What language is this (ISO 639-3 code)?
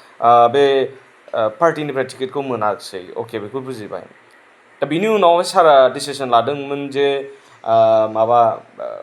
brx